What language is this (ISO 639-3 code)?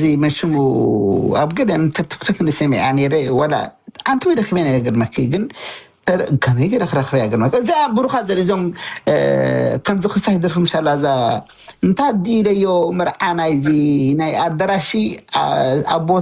tir